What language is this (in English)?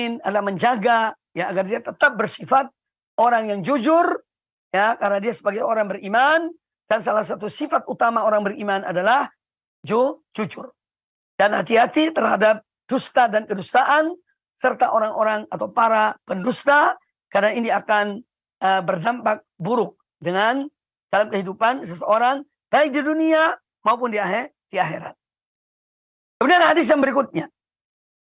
Indonesian